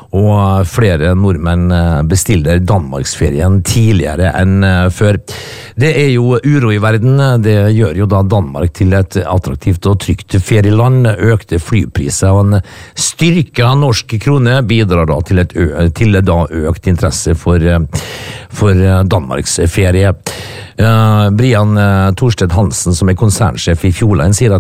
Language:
Norwegian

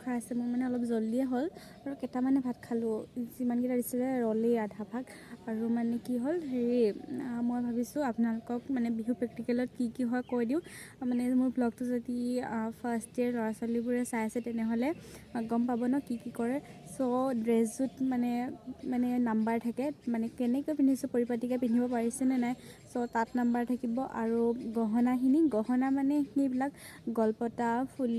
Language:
Assamese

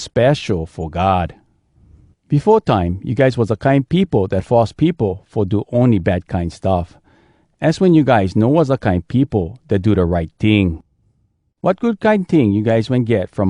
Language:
Hawai'i Creole English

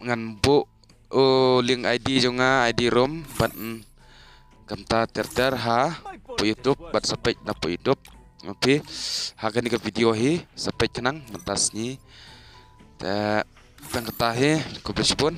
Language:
Khasi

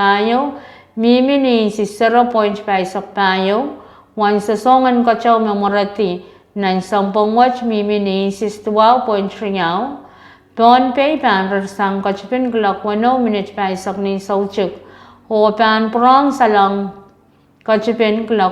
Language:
Pohnpeian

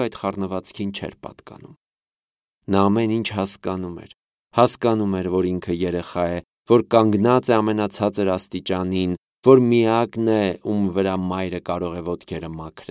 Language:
Armenian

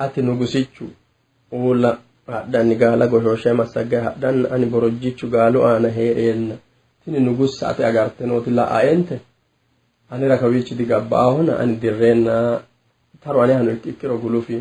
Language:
Sidamo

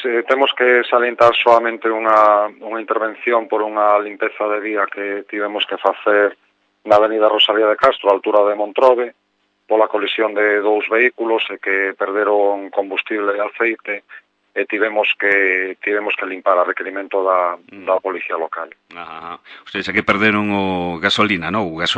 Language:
Galician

